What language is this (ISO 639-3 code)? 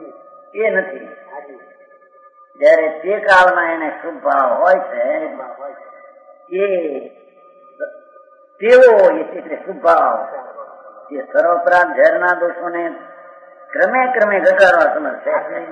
guj